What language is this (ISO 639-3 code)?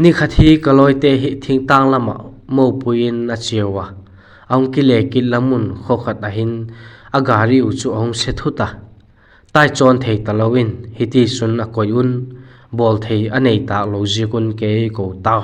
vap